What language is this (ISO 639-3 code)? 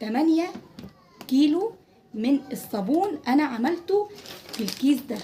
arz